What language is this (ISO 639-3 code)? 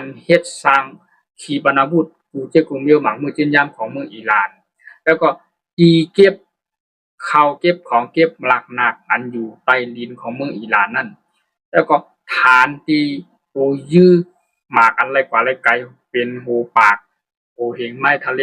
shn